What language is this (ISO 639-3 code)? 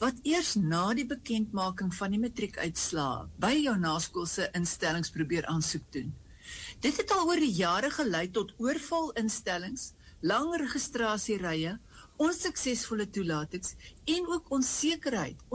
afr